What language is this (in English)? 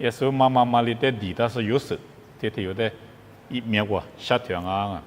Lisu